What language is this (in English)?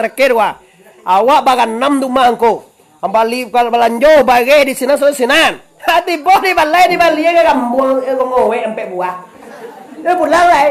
Minangkabau